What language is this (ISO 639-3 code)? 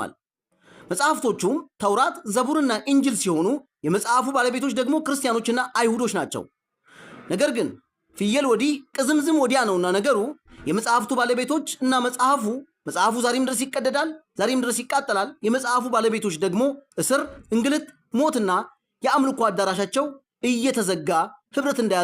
amh